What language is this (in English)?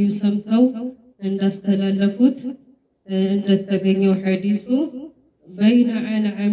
Amharic